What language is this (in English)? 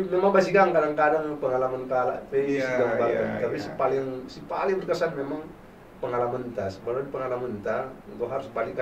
Batak Karo